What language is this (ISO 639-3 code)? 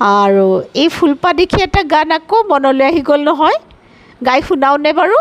asm